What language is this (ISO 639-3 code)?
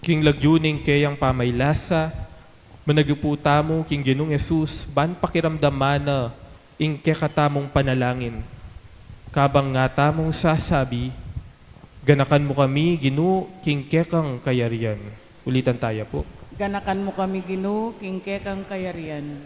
pam